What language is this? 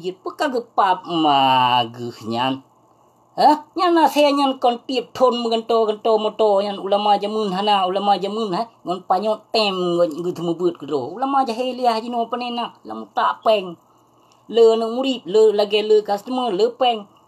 Achinese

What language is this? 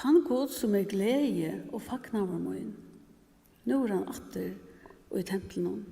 Faroese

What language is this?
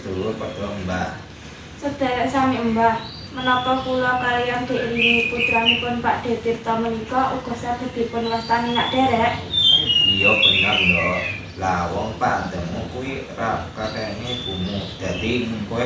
Javanese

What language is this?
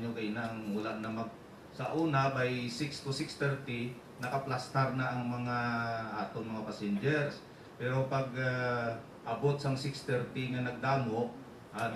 Hiligaynon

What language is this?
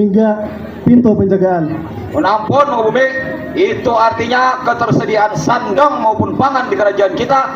Banjar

